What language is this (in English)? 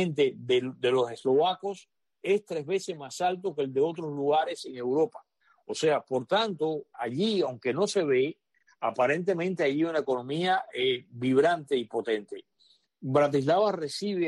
Spanish